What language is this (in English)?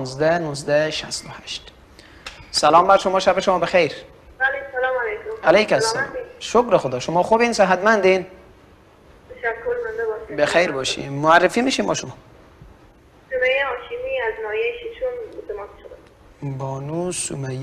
Persian